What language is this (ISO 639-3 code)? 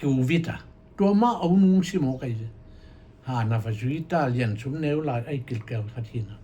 ctd